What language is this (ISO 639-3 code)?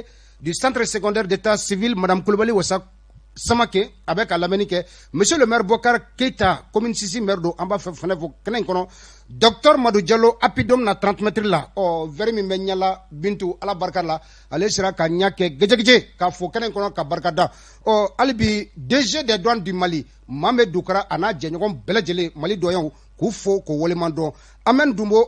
bam